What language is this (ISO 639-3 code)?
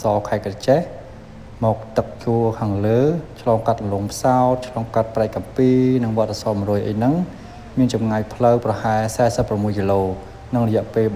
khm